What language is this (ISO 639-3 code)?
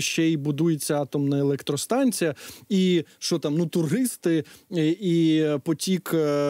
ukr